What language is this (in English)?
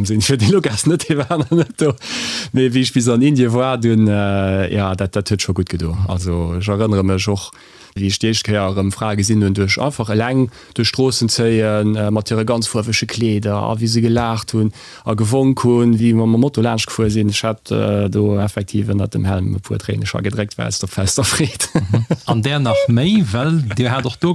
Luxembourgish